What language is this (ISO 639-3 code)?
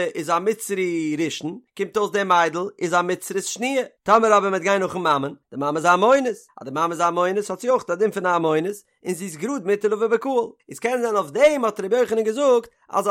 yid